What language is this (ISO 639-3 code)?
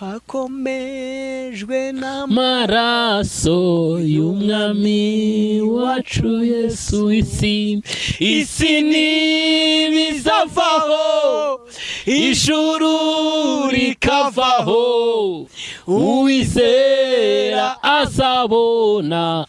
kin